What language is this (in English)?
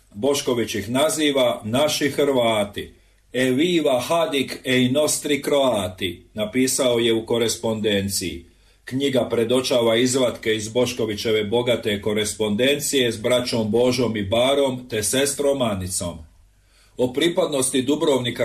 Croatian